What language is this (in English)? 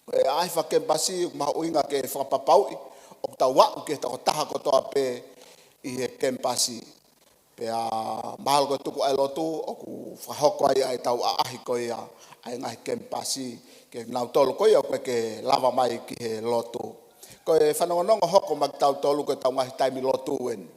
Tongan